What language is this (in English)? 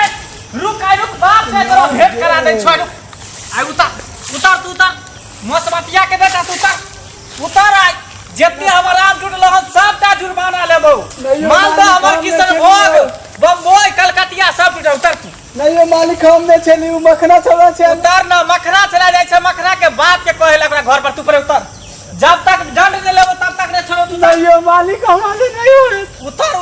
Maithili